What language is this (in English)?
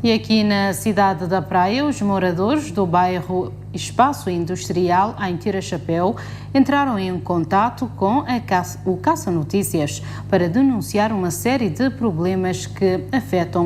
Kabuverdianu